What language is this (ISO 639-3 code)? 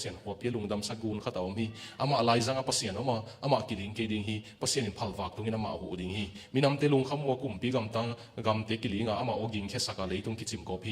ctd